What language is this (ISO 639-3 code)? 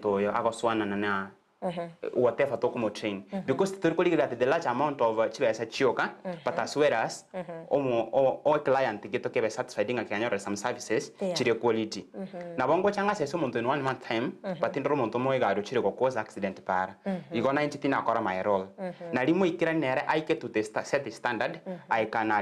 guz